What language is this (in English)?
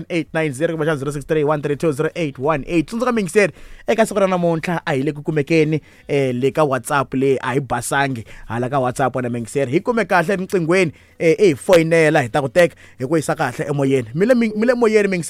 Tsonga